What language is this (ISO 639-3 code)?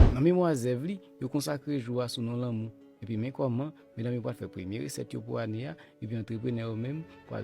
hat